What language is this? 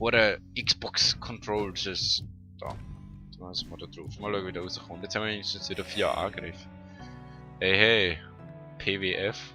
Swiss German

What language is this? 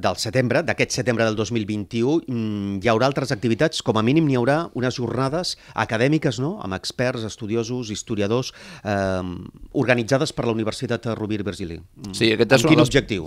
Catalan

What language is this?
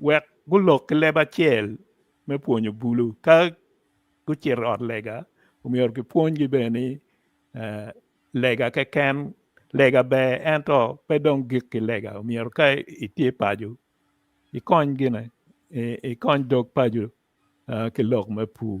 Acoli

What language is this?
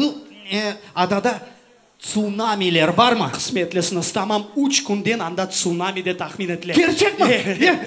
Crimean Tatar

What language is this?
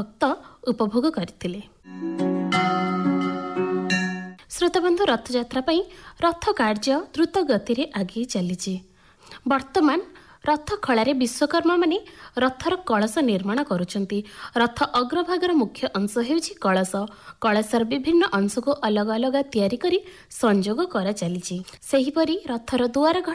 Odia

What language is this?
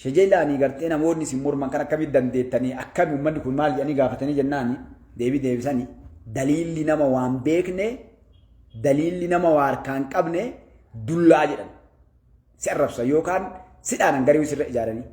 Oromo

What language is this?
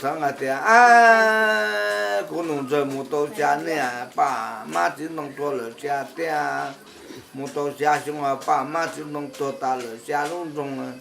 Hmong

